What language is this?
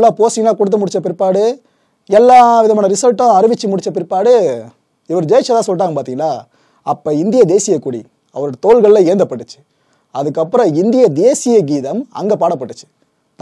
Tamil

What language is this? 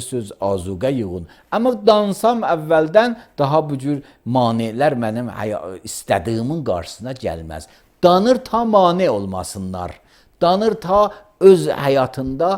Azerbaijani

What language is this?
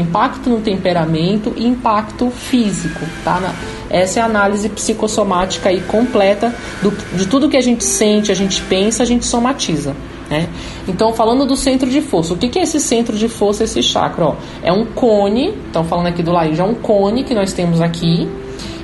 Portuguese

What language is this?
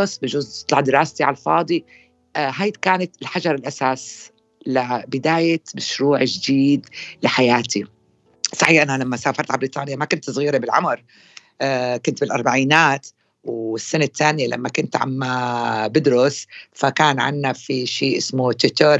North Levantine Arabic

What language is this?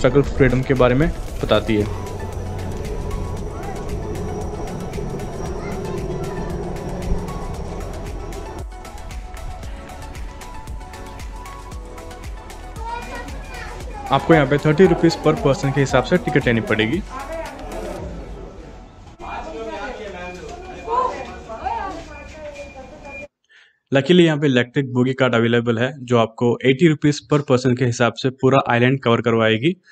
Hindi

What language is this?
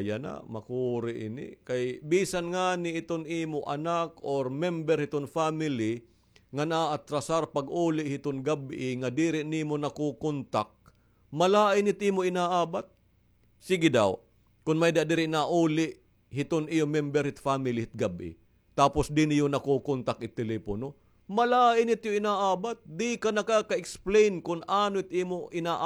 Waray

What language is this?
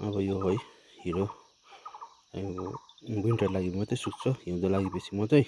Nepali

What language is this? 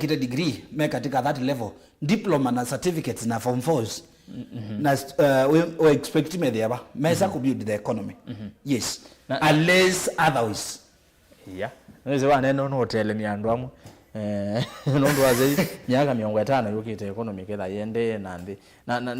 Kamba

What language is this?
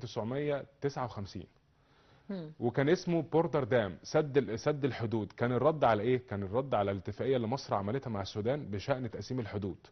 Egyptian Arabic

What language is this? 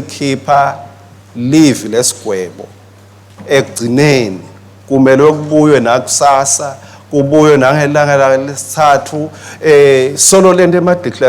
Swati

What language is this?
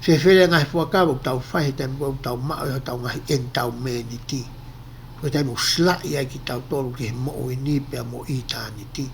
Tongan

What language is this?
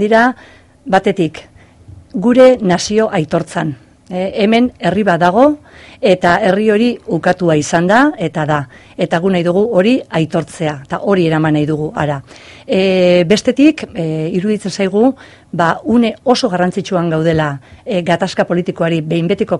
Basque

